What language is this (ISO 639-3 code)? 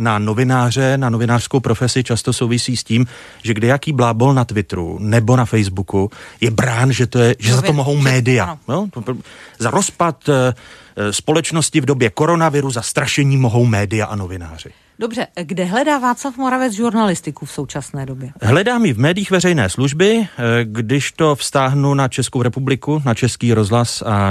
ces